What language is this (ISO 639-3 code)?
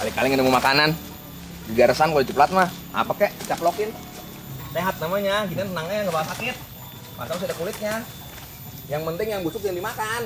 bew